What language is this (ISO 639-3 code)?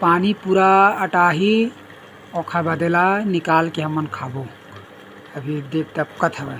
hne